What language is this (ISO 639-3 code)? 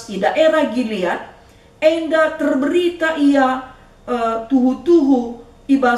btx